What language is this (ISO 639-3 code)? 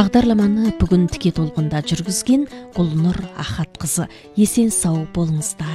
kaz